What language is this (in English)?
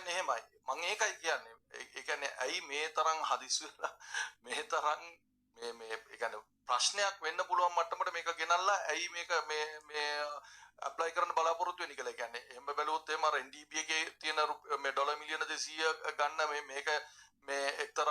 Sinhala